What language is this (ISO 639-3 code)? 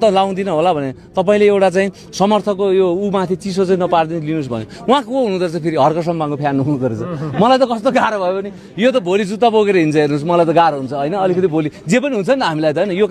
nep